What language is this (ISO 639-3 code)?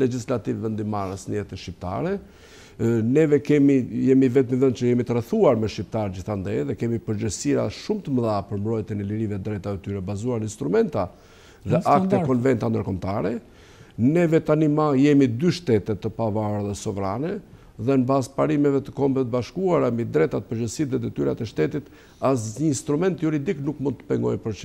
sqi